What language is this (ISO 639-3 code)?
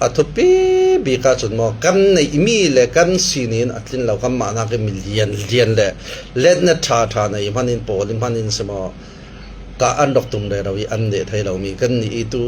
cfm